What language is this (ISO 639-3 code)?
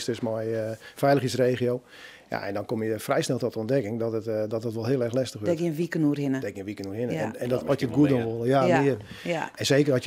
fry